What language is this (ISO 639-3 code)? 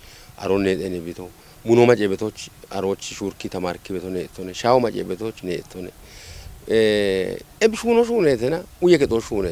kbr